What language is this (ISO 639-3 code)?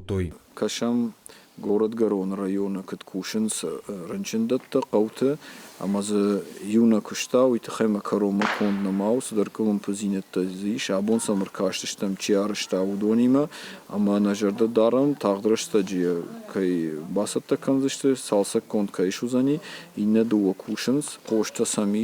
oss